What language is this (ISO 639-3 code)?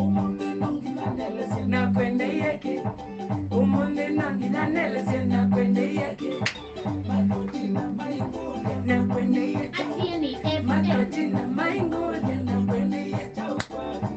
kam